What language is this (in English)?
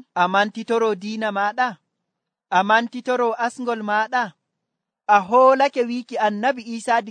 Nigerian Fulfulde